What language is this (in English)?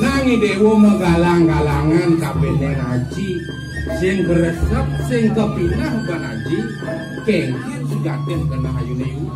Balinese